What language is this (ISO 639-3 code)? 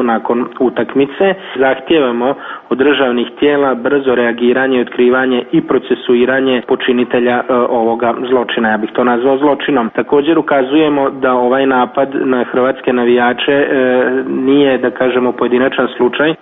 hrv